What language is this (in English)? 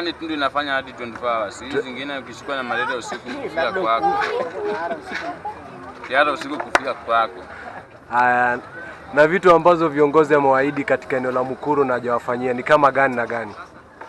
Swahili